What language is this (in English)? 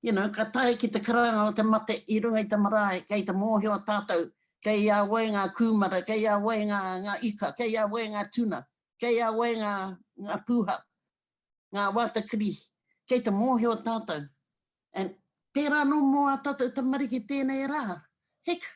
Māori